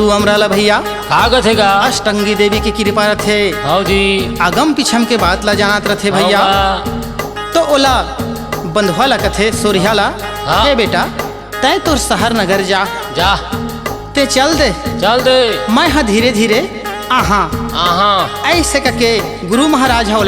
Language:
Chhattisgarhi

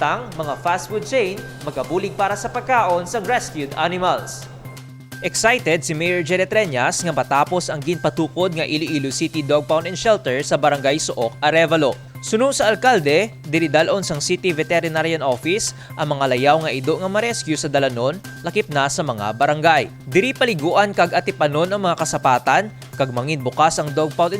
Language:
Hiligaynon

